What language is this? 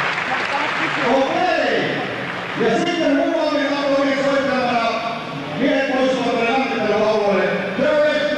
Finnish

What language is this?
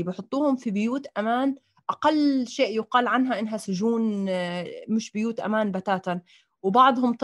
North Levantine Arabic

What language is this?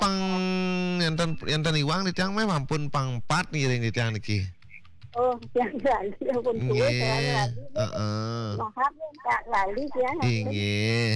Balinese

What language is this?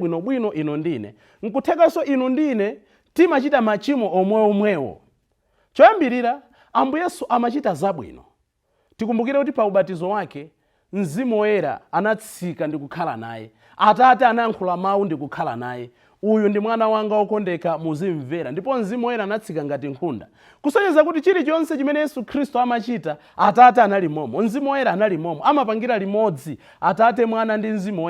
Nyanja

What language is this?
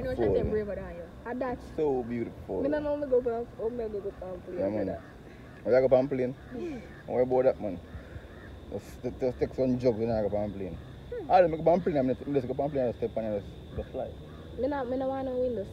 Jamaican Creole English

